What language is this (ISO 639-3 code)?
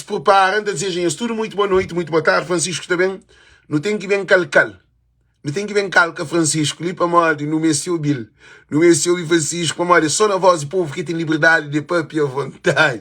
kea